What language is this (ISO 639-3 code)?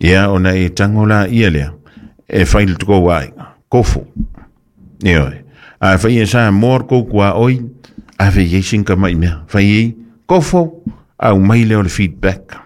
smo